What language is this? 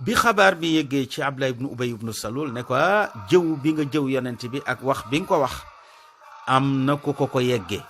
Wolof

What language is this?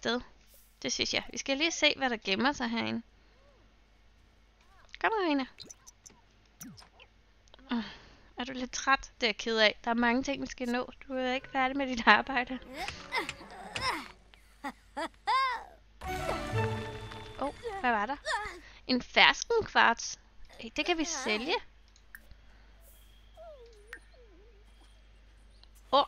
Danish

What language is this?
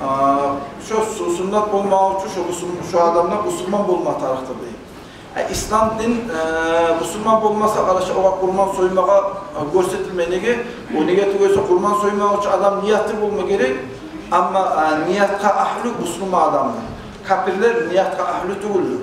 Kumyk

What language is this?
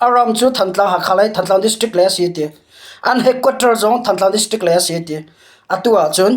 Hakha Chin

